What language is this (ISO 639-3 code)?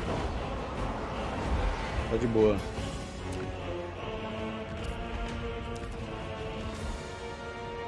por